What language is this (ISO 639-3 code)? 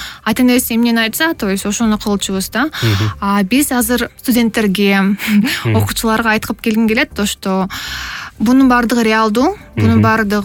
kir